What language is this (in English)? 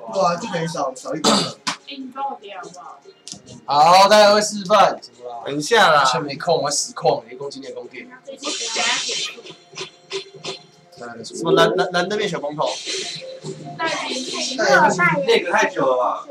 Chinese